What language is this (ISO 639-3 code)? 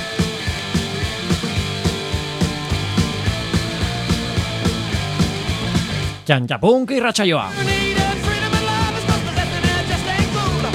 eus